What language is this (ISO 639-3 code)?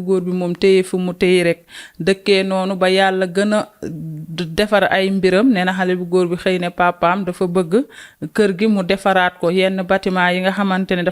wol